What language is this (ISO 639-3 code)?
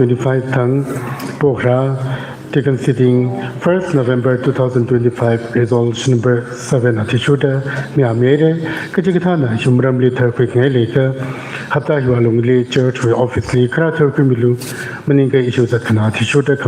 nmf